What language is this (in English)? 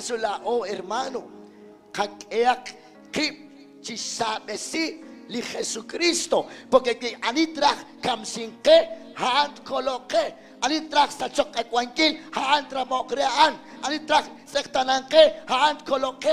Kekchí